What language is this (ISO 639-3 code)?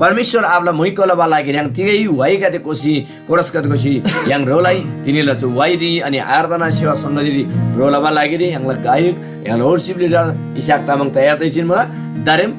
taj